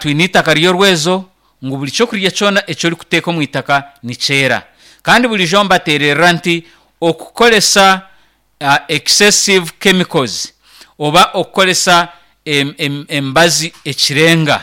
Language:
Nyankole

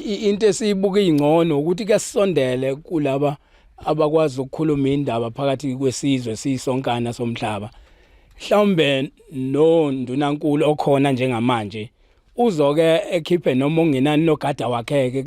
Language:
Zulu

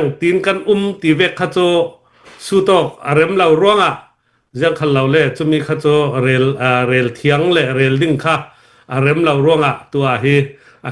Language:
Falam Chin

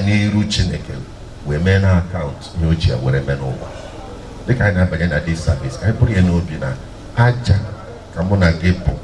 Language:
Igbo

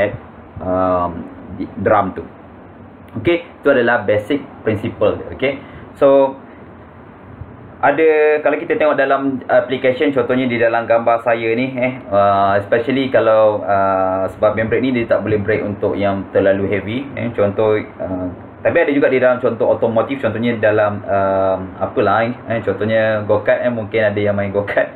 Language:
Malay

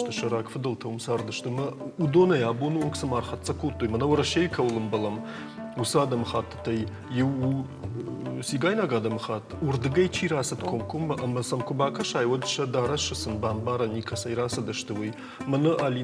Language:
Ossetic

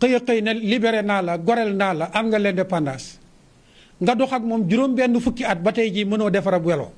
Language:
Wolof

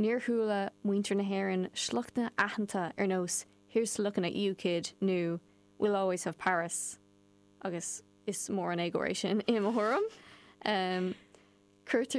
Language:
Irish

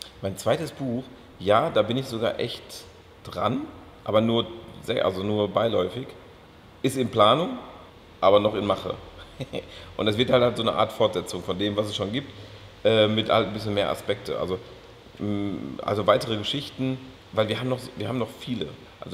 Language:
German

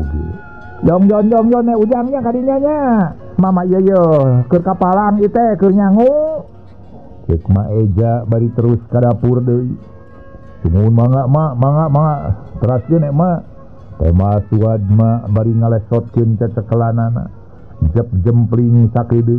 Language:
Sundanese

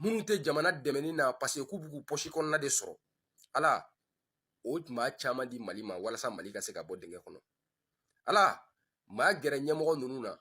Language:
Bambara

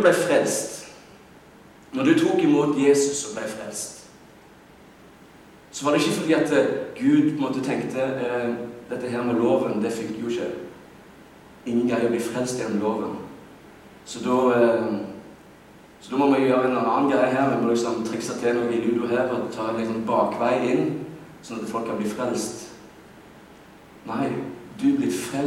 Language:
Norwegian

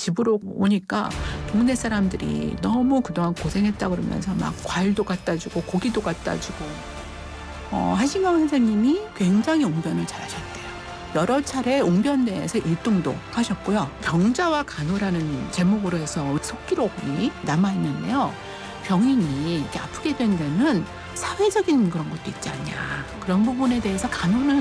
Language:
Korean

